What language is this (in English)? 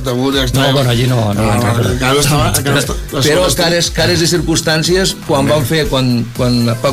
Catalan